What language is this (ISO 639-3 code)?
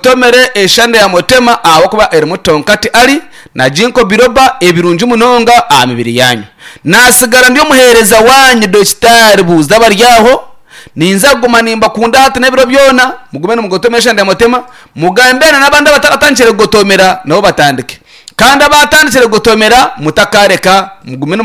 nyn